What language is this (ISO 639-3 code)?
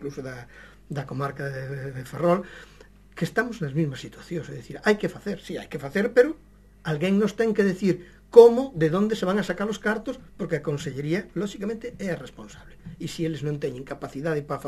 glg